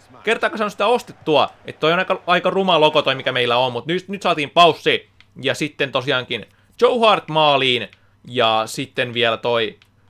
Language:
Finnish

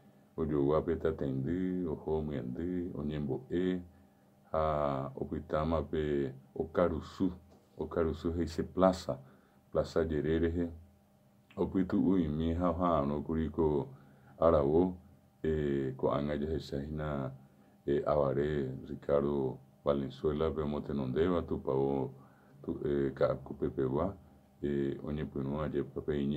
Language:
Guarani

